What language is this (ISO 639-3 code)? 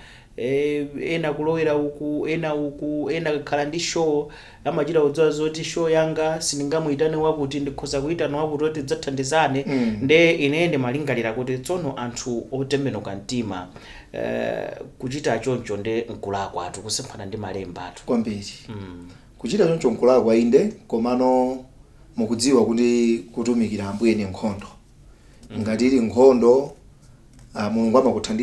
nya